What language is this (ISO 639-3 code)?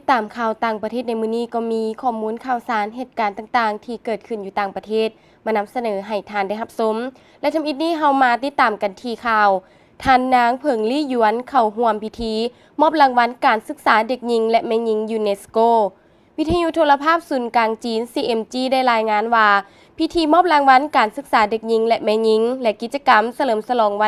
lao